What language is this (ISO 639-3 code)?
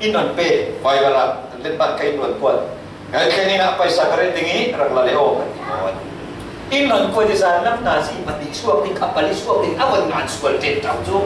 cfm